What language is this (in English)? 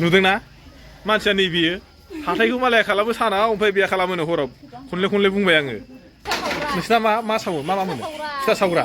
Bodo